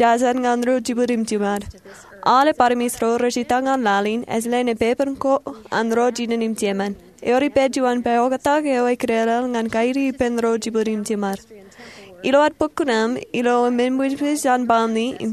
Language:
Marshallese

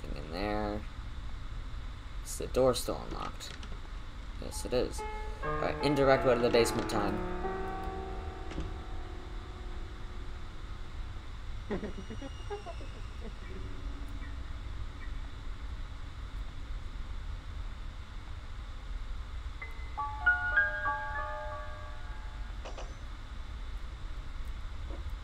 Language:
English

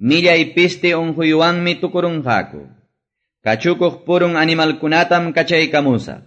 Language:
Quechua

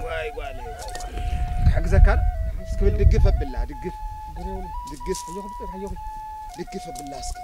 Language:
Tigrinya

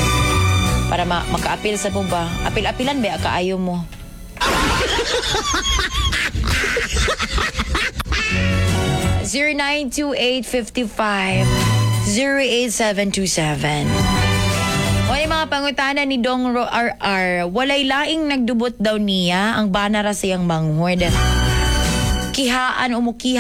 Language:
Cebuano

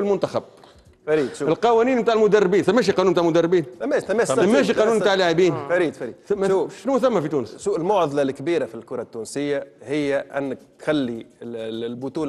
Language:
Tunisian Arabic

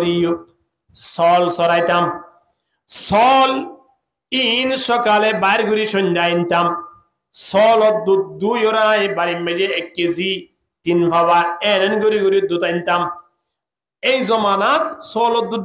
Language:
Rohingya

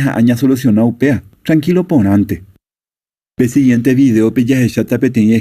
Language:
Guarani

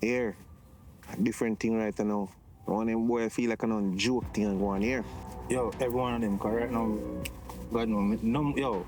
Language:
Jamaican Creole English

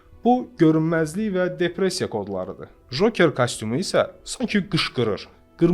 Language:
Azerbaijani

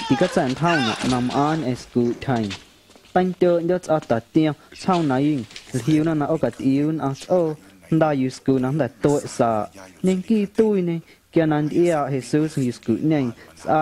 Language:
Guerrero Amuzgo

